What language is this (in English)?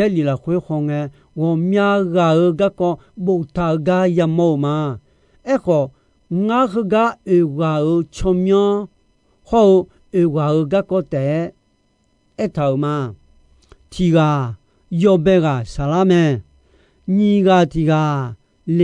Akha